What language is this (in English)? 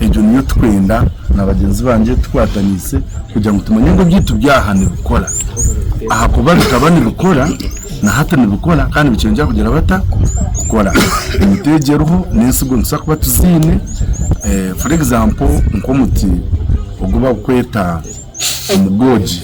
Nyankole